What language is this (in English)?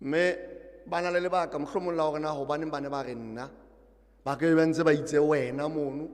Southern Sotho